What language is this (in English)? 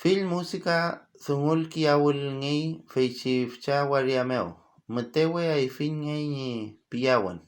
Mapuche